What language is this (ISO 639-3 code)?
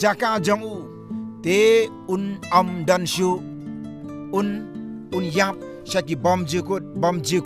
kha